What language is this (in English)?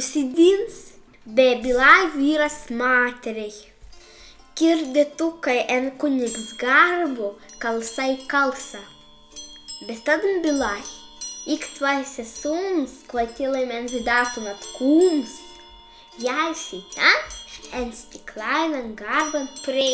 Prussian